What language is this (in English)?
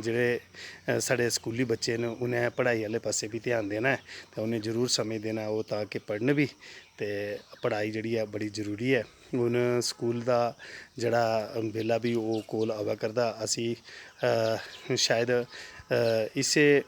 Dogri